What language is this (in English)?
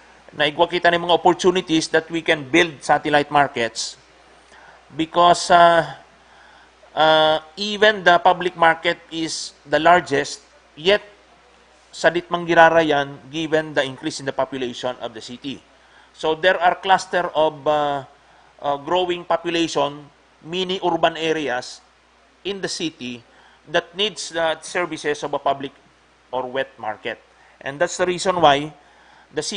Bikol